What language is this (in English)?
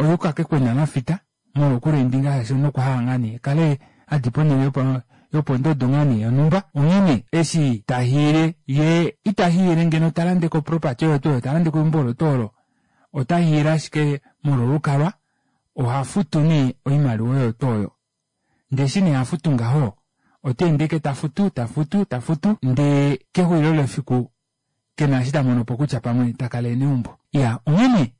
Kuanyama